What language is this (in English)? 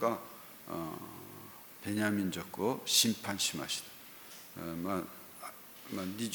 Japanese